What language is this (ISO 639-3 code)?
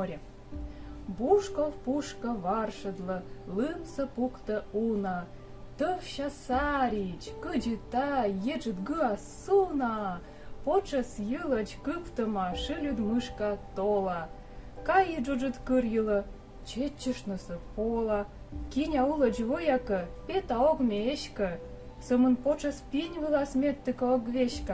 kom